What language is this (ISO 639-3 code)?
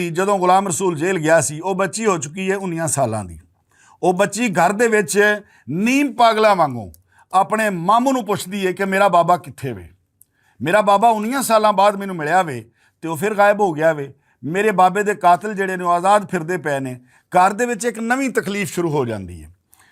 lah